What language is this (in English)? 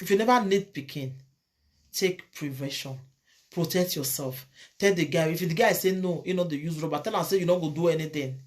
Nigerian Pidgin